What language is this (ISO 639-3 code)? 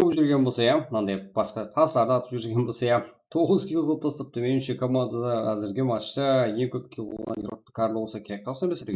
kaa